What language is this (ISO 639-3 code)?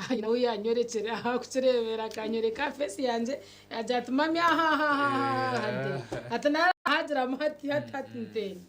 nyn